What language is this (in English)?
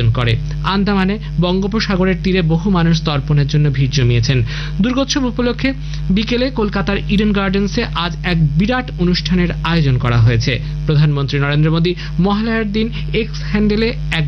Bangla